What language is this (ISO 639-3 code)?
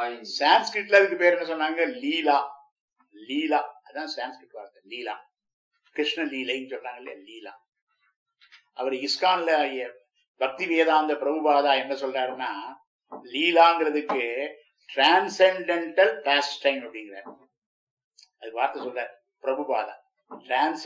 tam